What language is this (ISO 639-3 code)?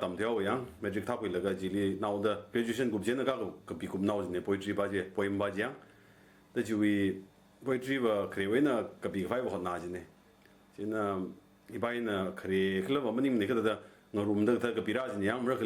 nmf